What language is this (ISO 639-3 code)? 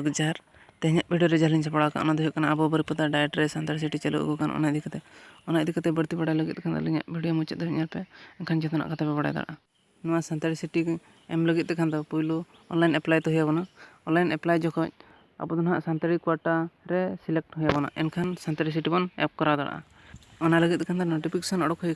sat